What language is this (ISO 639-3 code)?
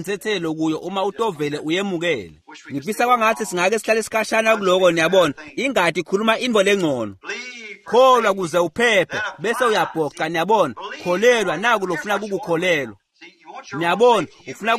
ssw